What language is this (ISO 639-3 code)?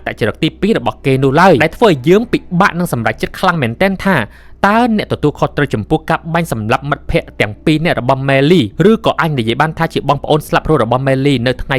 khm